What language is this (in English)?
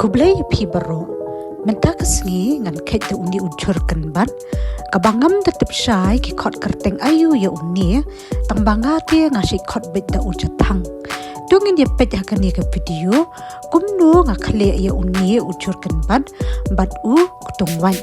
Khasi